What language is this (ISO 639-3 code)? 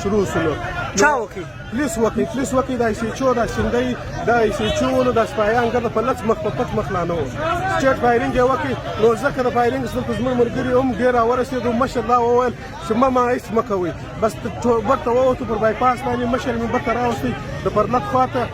pus